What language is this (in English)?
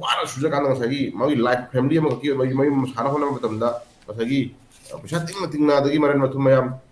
Manipuri